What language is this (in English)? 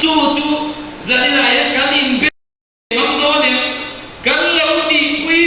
Mizo